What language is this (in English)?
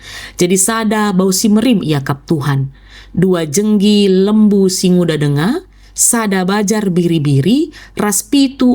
Batak Karo